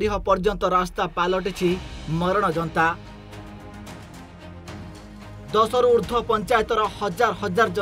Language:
Odia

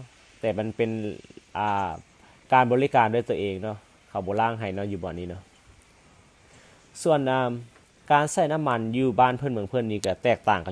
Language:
Lao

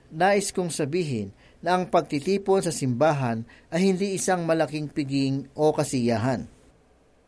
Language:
Filipino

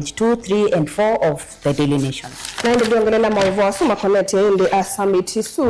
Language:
Kamba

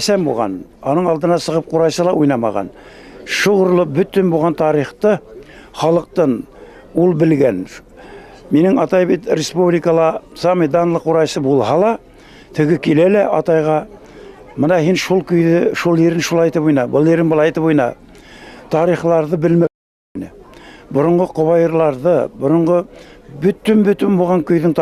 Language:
Bashkir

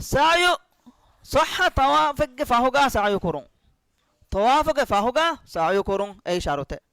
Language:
Divehi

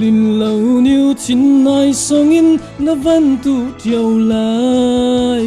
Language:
Falam Chin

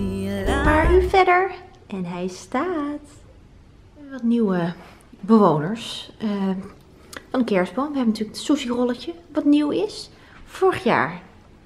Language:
Dutch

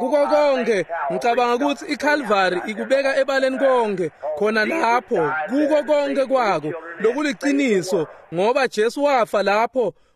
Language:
Swati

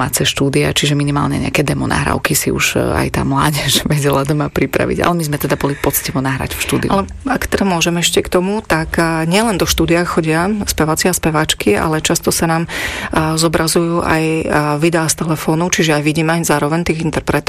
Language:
Slovak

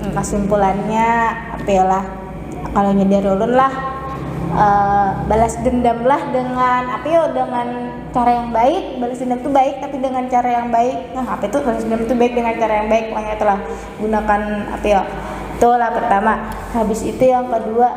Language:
Banjar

